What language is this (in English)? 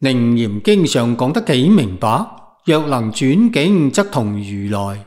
Cantonese